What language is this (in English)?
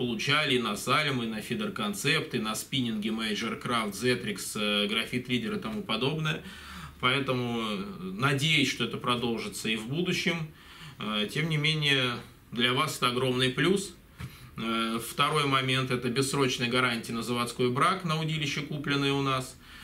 Russian